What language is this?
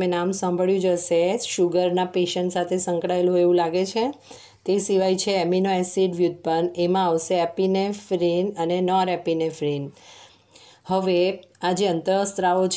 Gujarati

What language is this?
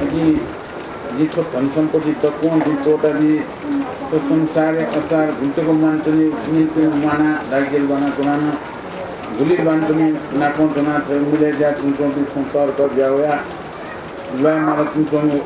Newari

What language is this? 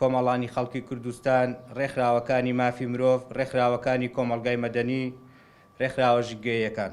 Central Kurdish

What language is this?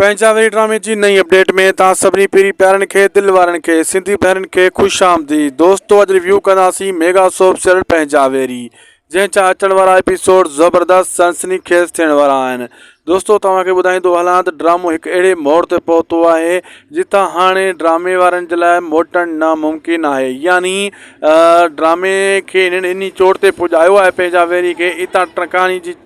Sindhi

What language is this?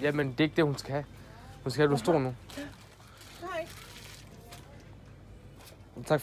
Danish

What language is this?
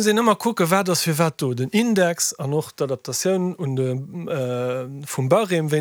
Luxembourgish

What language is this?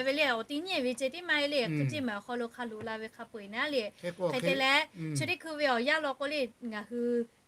Lahu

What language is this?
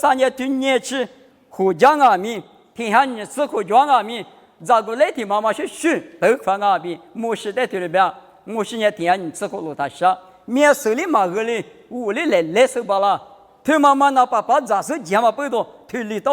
Lisu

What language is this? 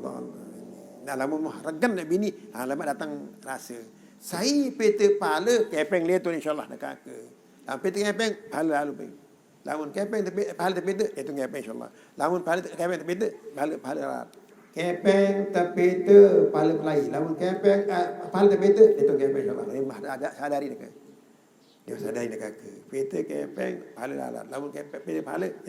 Sasak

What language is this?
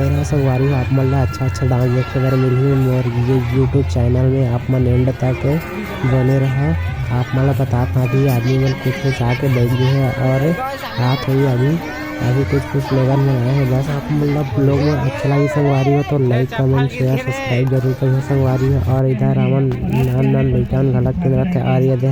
Chhattisgarhi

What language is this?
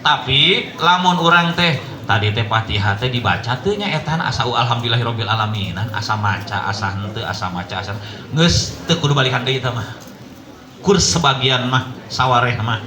Sundanese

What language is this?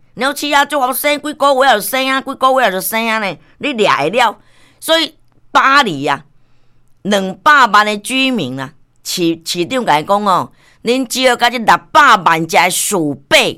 Min Nan Chinese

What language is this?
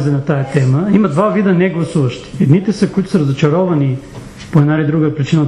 Bulgarian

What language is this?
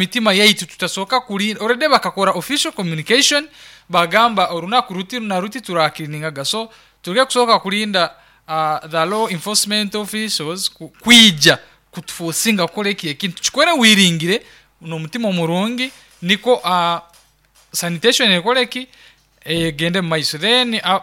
Nyoro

